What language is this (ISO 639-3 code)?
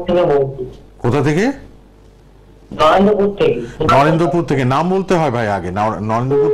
ben